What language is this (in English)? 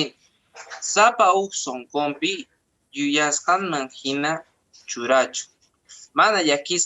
Quechua